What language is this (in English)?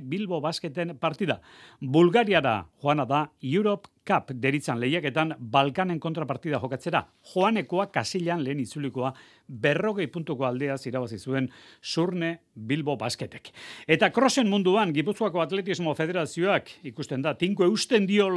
Basque